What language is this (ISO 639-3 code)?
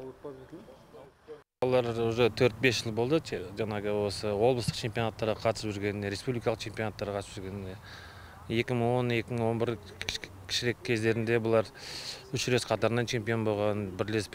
kaz